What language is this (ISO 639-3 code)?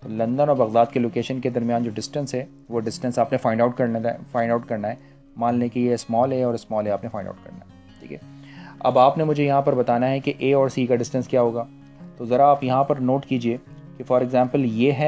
hin